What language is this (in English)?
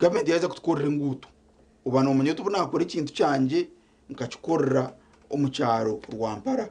Nyankole